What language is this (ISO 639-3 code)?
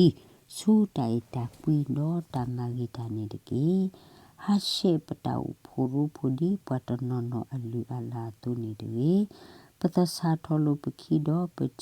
ksw